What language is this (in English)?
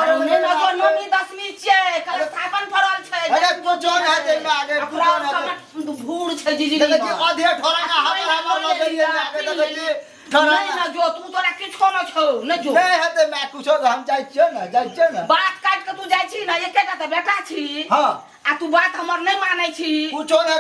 Maithili